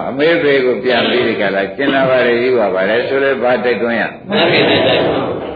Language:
Burmese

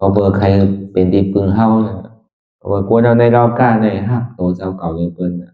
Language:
Shan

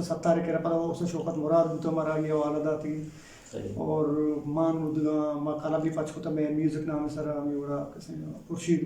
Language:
Eastern Balochi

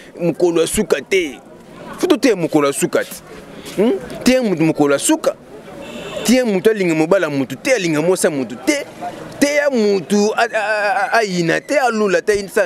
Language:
Lingala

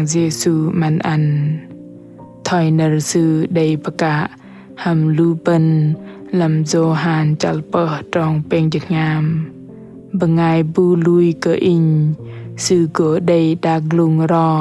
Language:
Bahnar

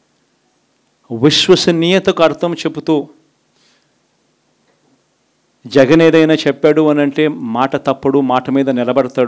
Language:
Telugu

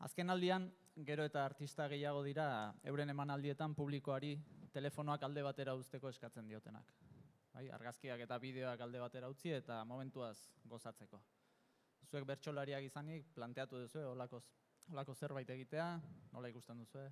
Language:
Basque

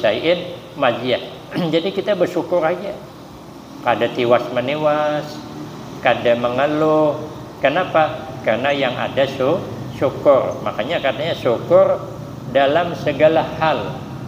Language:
Banjar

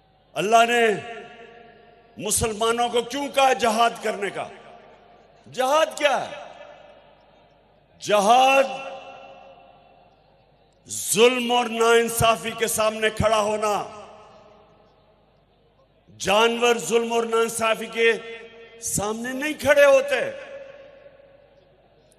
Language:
Hindi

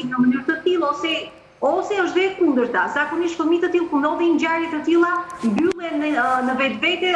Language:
Albanian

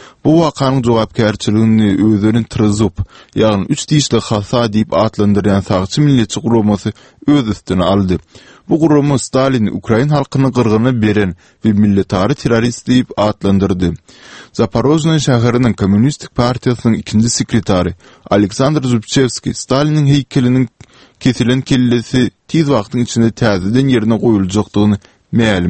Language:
Turkmen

